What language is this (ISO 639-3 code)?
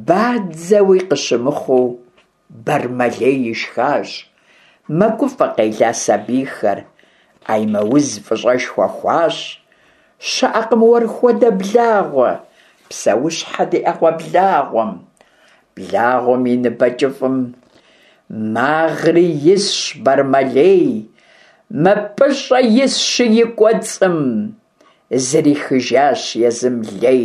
kbd